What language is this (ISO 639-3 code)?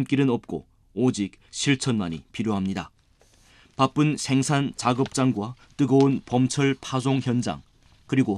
kor